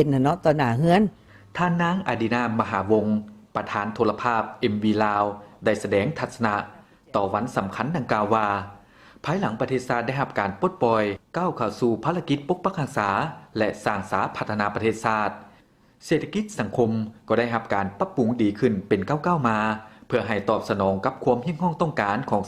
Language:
Lao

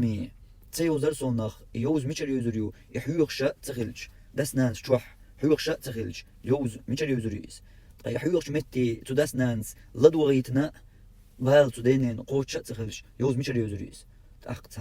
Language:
Chechen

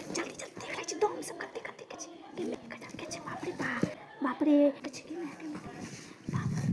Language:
Maithili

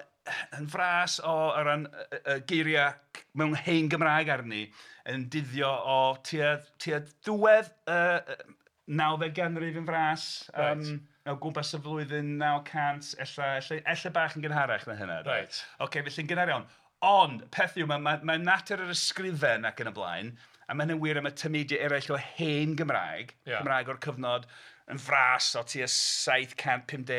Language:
Welsh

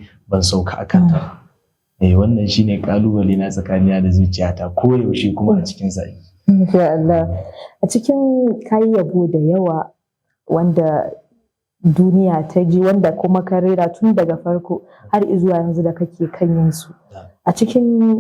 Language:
Hausa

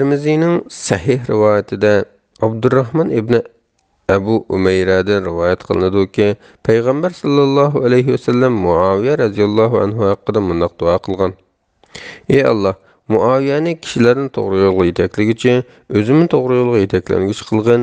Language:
Uyghur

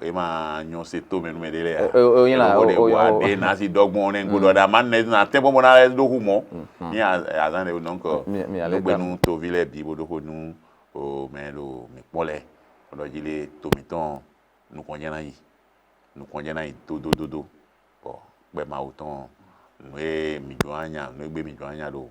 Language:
Fon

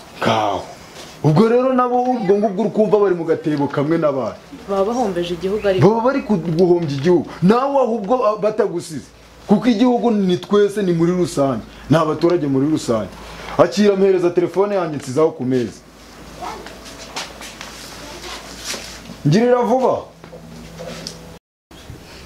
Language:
Kinyarwanda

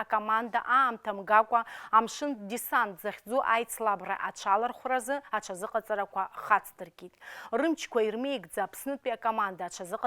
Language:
Abkhazian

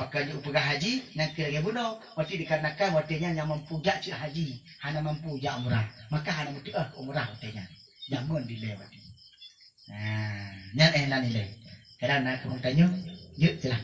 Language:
Achinese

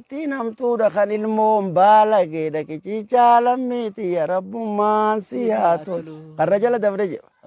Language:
Oromo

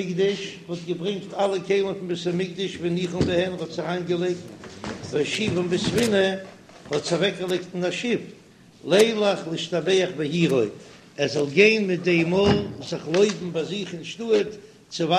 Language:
Yiddish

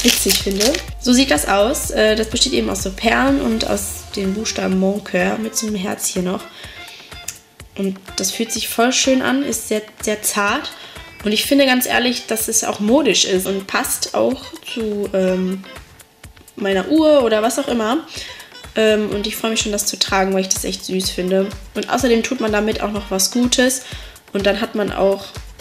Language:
German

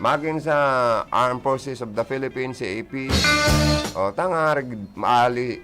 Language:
Bikol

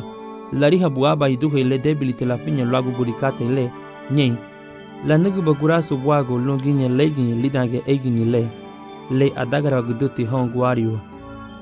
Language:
Garifuna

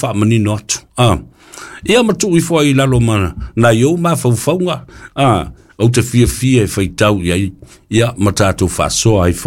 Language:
Samoan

